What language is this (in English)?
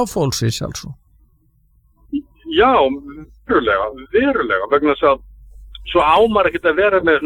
Icelandic